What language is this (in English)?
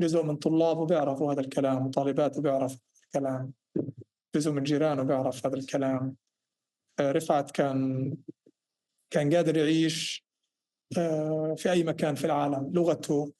North Levantine Arabic